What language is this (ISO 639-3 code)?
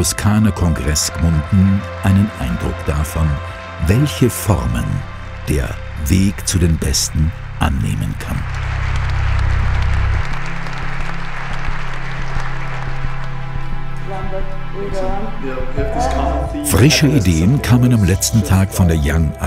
deu